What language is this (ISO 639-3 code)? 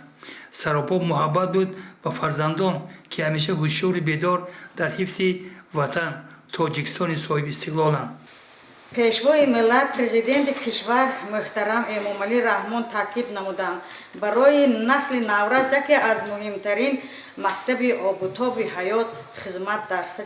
tgk